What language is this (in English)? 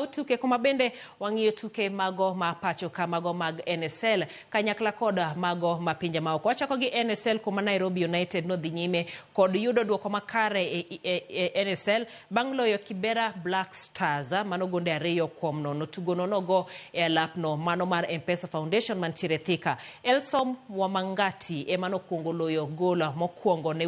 Luo (Kenya and Tanzania)